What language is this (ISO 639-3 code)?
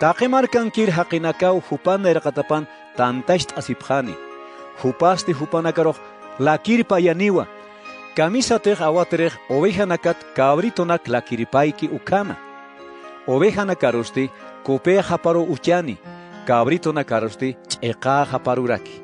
aym